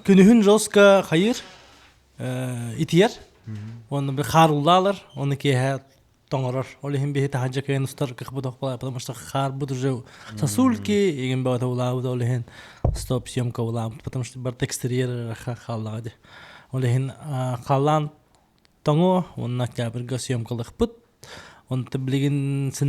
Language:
Yakut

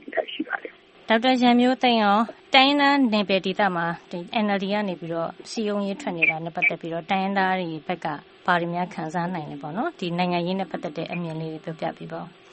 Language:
Burmese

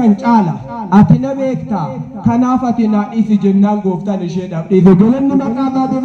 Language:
Oromo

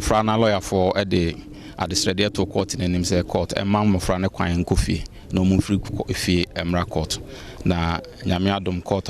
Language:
Akan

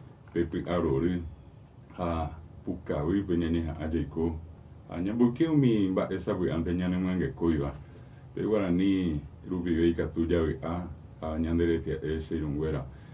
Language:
Guarani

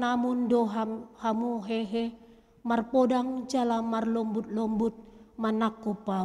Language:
Batak Toba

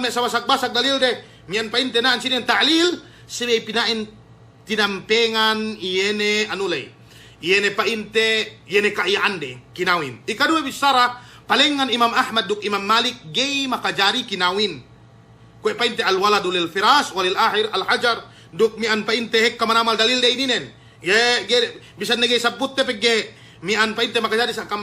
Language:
Yakan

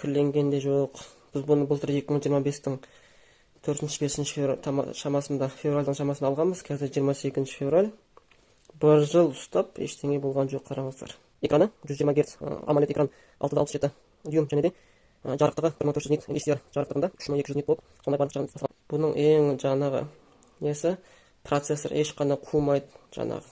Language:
Kazakh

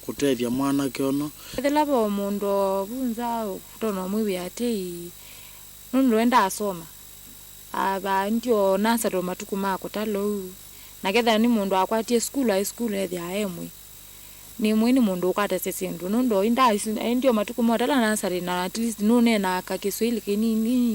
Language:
Kamba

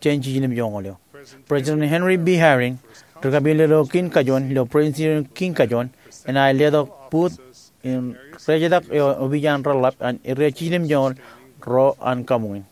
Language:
Marshallese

